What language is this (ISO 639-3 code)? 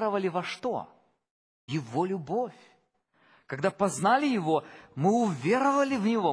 rus